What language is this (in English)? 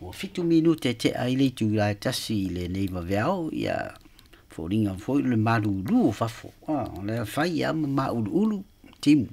Samoan